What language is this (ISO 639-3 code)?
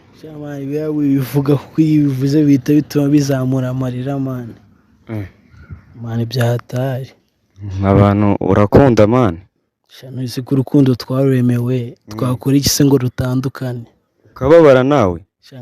kin